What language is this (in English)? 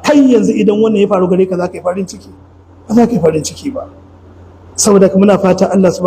Hausa